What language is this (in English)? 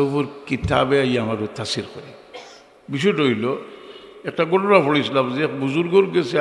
Sylheti